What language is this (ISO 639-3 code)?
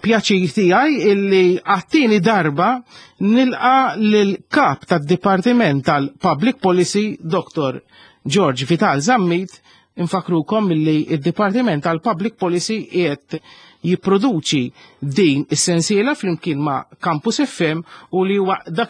mlt